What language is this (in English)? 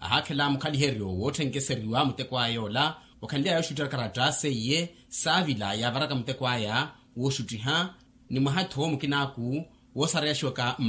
Makhuwa